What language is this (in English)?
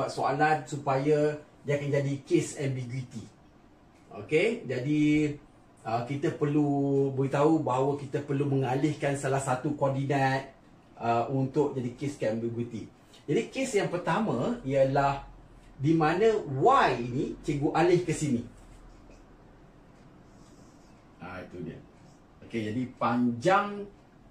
Malay